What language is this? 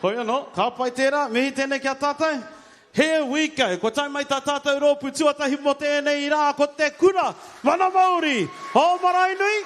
Māori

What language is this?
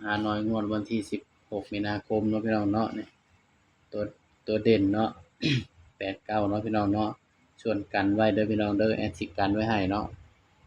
Northeastern Thai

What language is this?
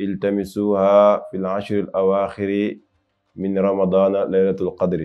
Wolof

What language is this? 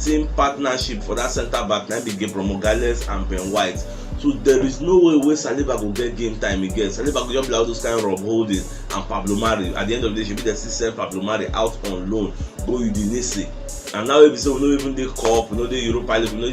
Nigerian Pidgin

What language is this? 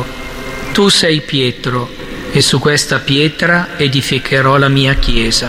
Italian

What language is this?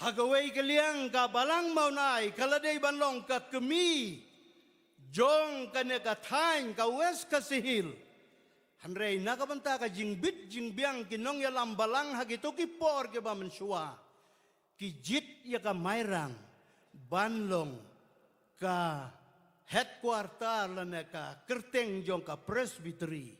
Khasi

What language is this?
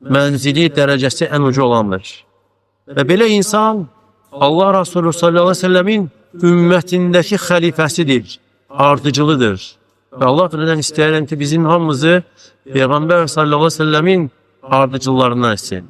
Azerbaijani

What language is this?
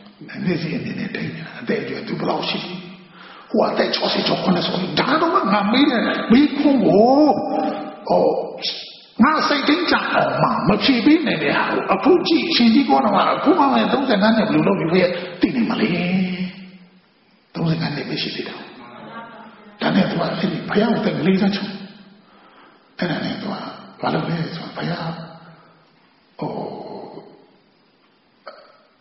Burmese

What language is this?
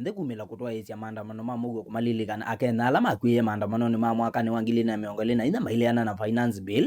Kamba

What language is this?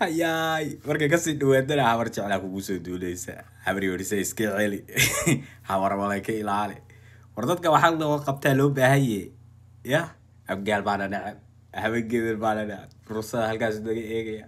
Somali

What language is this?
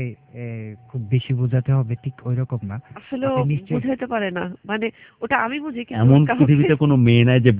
Bangla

